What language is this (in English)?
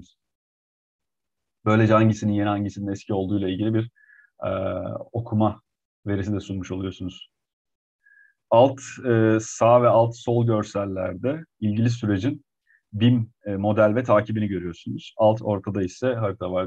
Turkish